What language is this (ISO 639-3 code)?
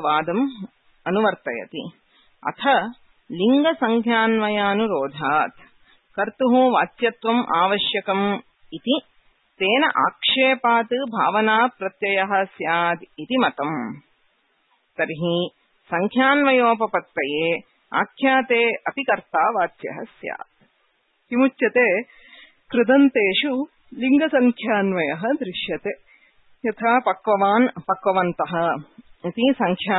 san